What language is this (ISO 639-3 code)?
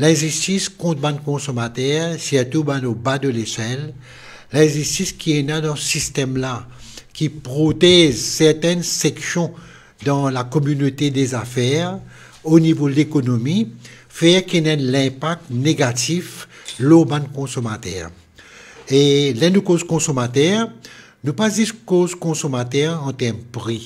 mfe